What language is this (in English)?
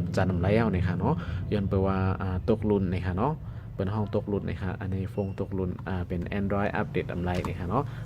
Shan